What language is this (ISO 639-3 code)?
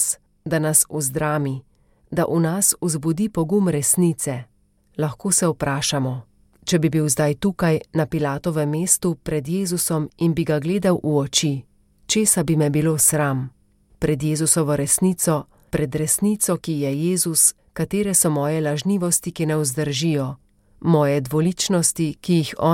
slv